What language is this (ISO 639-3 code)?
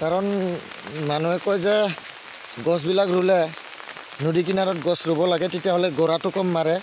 asm